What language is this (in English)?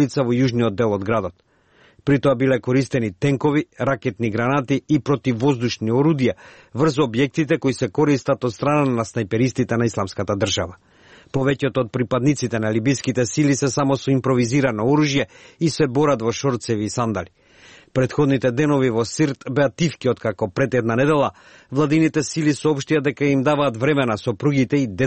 Macedonian